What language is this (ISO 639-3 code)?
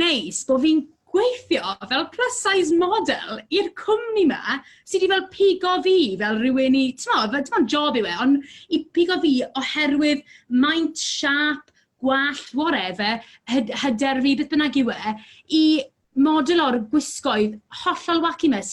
cym